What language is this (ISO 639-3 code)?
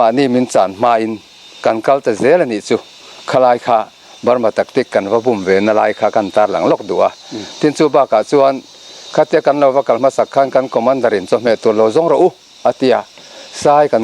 lus